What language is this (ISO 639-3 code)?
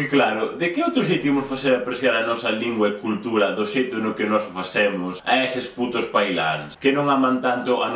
glg